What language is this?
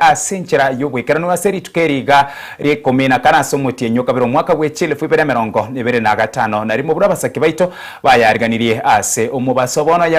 Gusii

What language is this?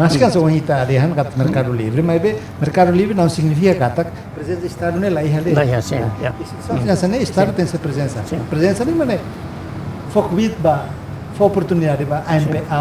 Tetum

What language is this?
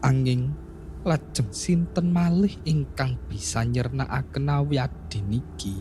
Javanese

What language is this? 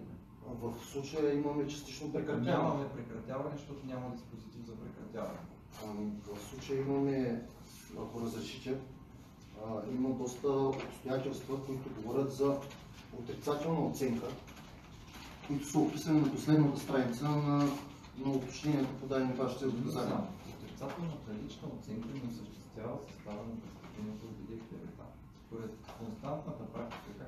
Bulgarian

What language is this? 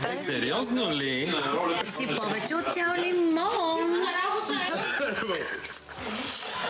Bulgarian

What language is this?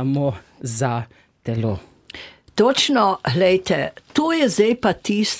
Slovenian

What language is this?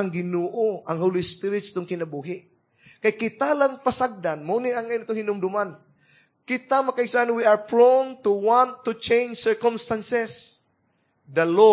Cebuano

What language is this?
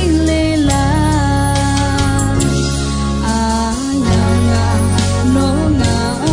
Akha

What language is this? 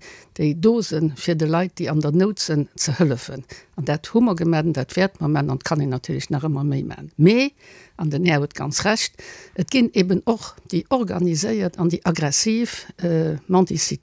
Luxembourgish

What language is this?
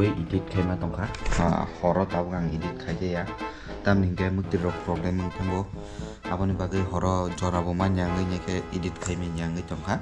Kok Borok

